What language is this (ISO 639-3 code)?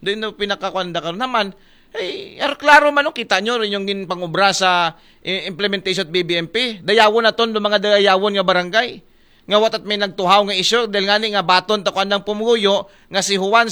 akl